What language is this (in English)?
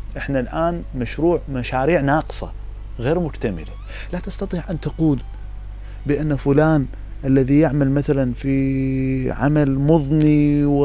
Mesopotamian Arabic